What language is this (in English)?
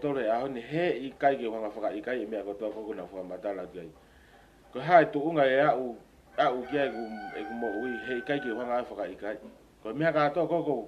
Tongan